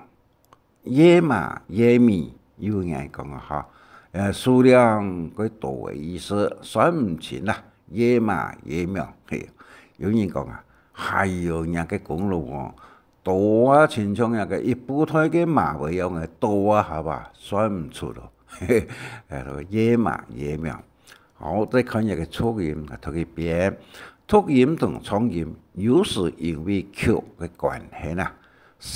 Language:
Hakka Chinese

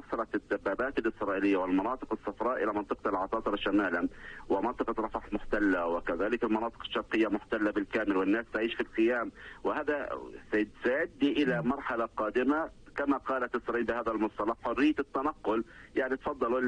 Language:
Arabic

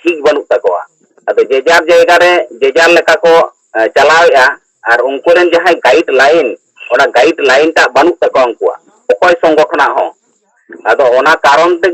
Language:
Santali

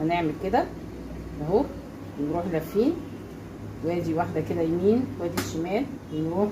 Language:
Egyptian Arabic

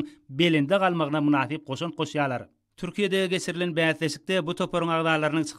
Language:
Turkmen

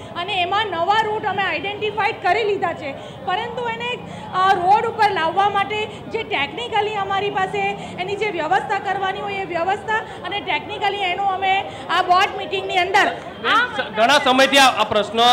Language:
Gujarati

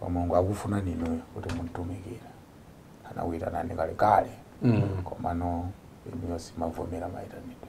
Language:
Nyanja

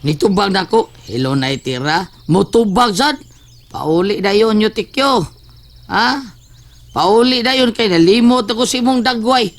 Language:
Cebuano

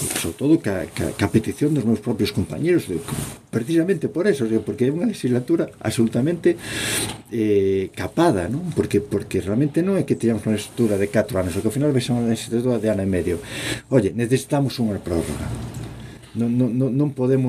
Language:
Galician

